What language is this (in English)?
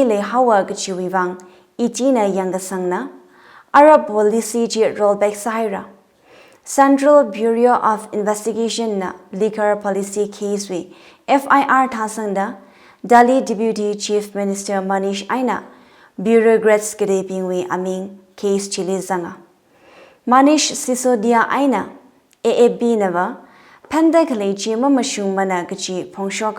Tangkhul Naga (India)